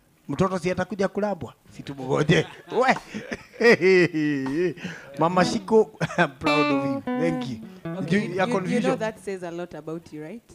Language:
Swahili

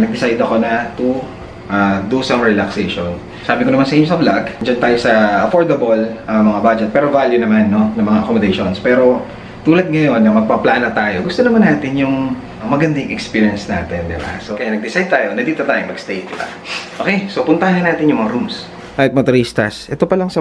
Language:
Filipino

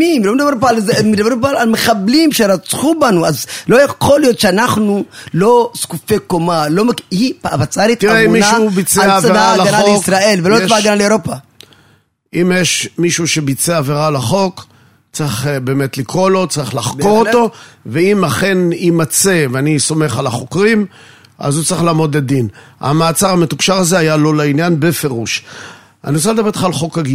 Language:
Hebrew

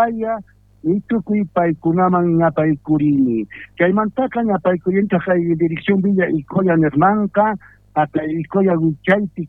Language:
South Bolivian Quechua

